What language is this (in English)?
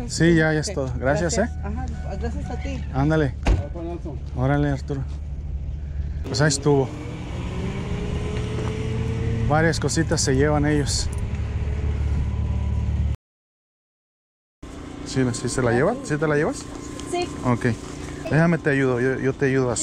Spanish